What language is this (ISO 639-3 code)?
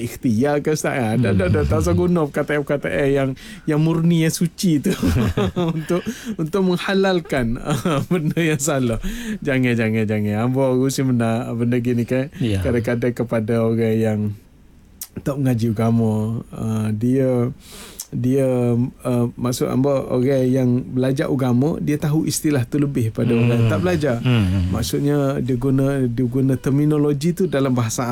msa